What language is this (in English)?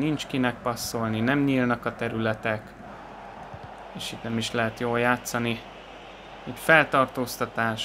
Hungarian